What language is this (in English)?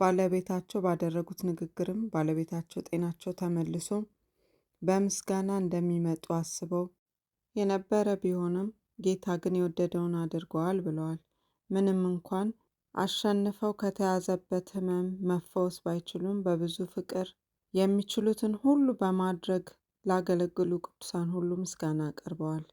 Amharic